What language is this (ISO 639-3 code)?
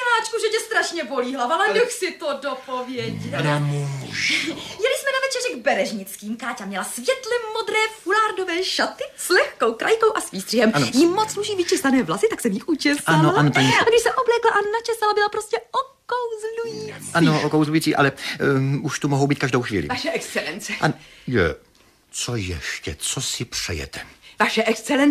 ces